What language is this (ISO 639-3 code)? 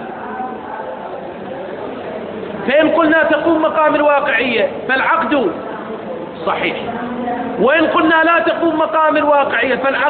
ara